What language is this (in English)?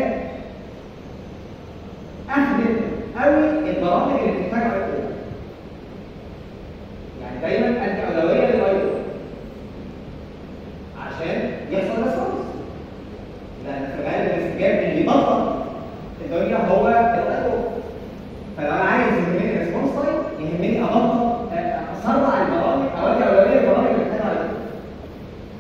Egyptian Arabic